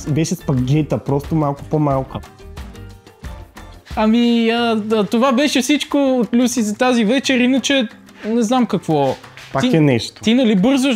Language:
Bulgarian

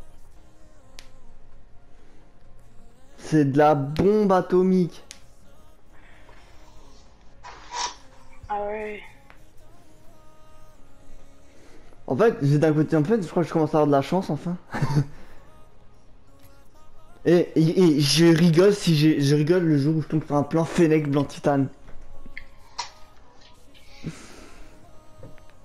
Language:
French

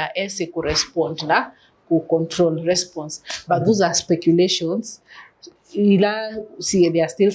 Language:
Kamba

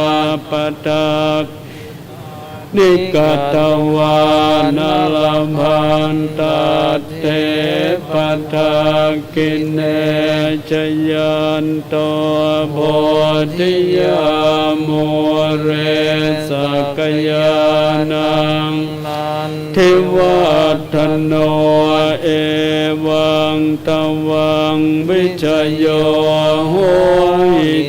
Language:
Pali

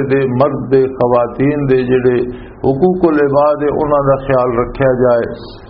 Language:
Western Panjabi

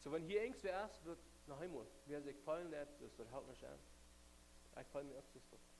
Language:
Plautdietsch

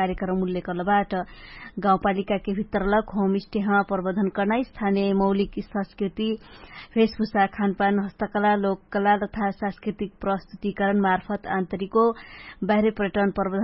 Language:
Dangaura Tharu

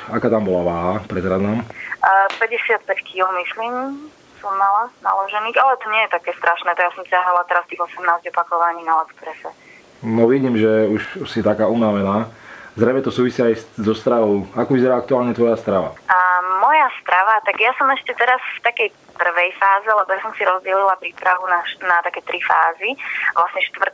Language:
Slovak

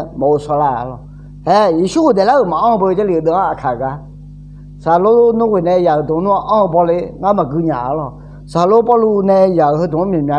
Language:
Akha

